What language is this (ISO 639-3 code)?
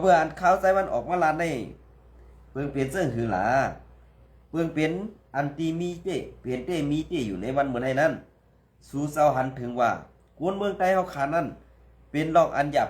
shn